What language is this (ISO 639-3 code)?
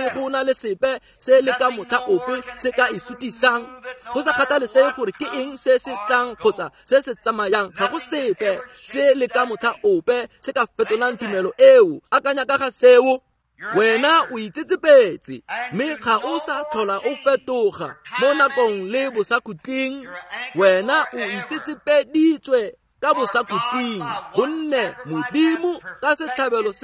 tsn